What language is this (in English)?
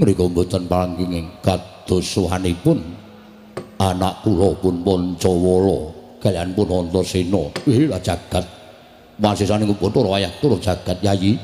Javanese